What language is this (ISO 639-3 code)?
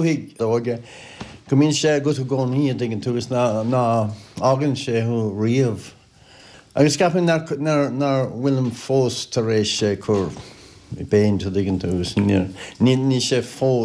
gle